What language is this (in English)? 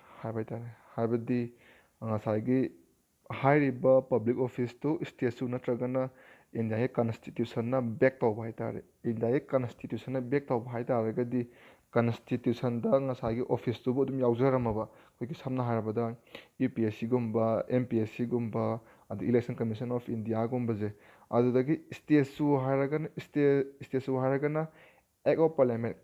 Manipuri